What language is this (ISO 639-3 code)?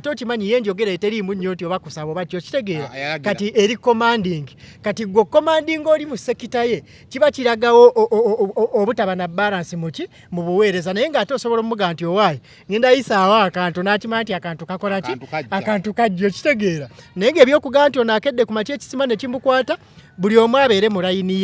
lug